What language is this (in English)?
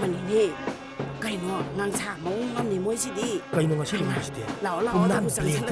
Manipuri